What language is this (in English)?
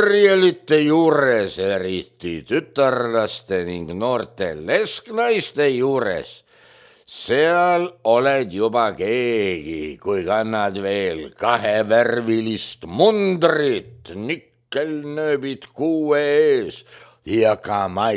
Estonian